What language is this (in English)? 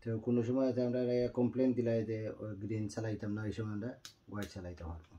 Sylheti